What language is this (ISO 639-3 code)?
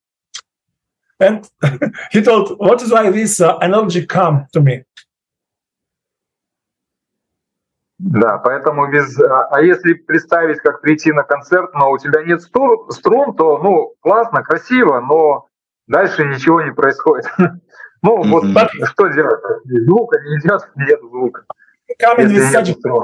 rus